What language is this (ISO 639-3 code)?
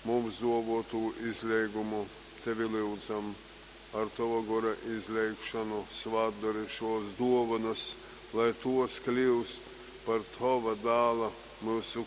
ltg